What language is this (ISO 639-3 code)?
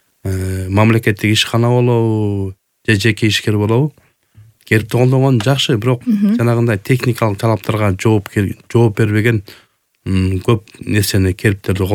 kir